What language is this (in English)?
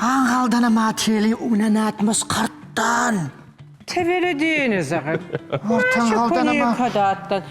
Ossetic